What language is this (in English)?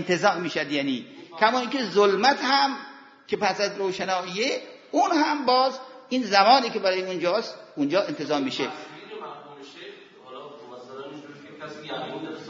Persian